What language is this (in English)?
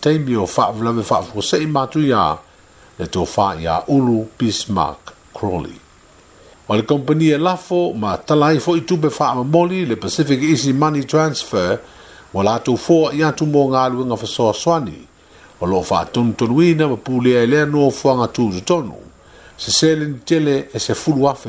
Samoan